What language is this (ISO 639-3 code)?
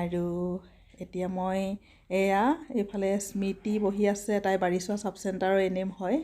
asm